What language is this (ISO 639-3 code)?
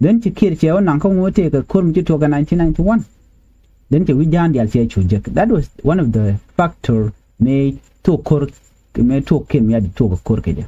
nus